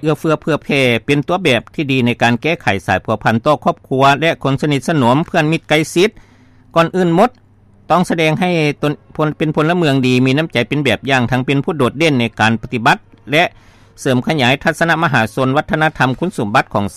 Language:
Lao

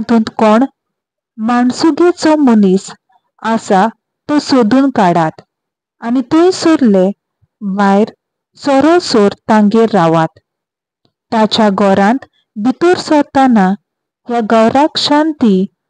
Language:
Konkani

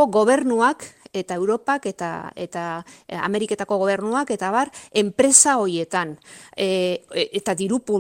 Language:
Basque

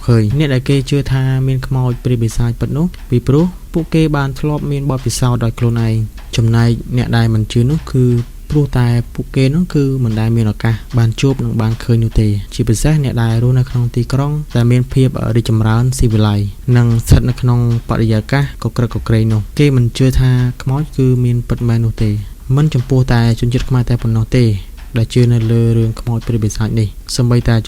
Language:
Khmer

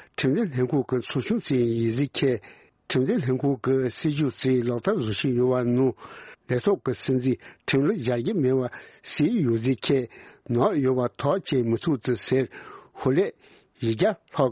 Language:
Tibetan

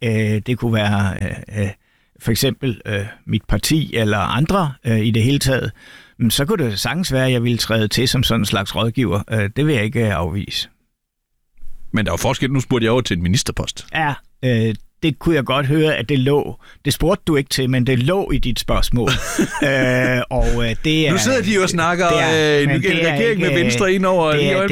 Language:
Danish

